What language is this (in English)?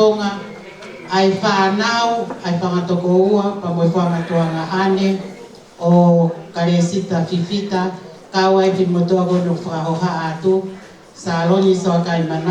Tongan